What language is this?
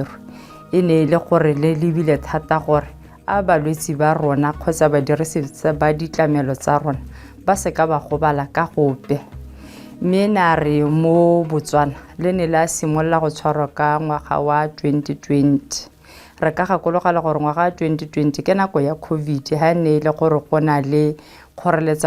Tswana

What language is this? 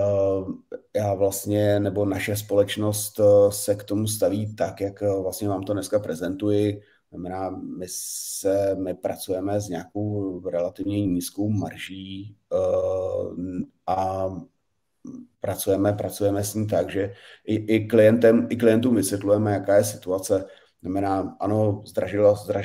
Czech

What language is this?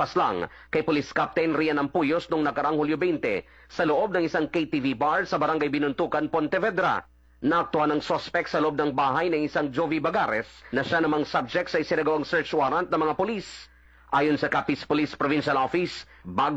Filipino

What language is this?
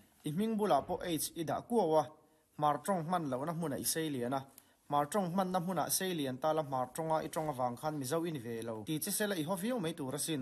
Mizo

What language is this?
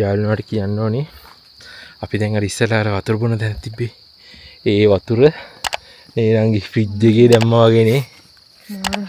Sinhala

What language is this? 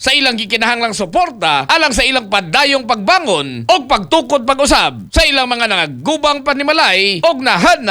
Cebuano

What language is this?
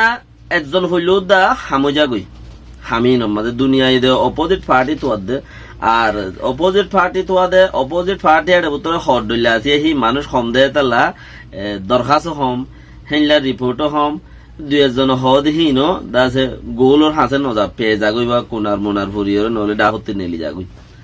Rohingya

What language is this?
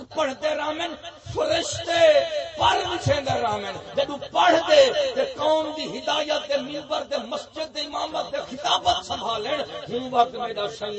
Saraiki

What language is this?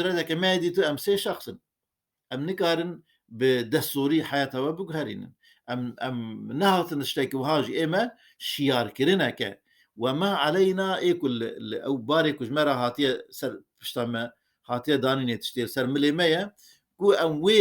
Kurdish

